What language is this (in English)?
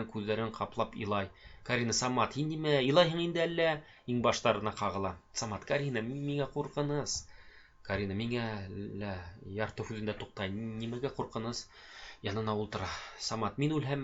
Bashkir